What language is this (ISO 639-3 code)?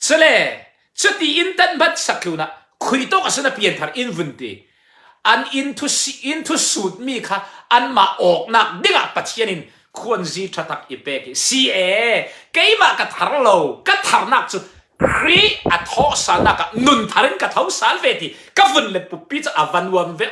cfm